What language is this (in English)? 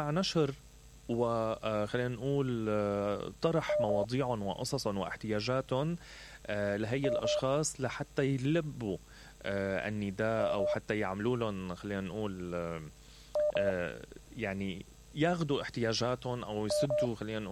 Mesopotamian Arabic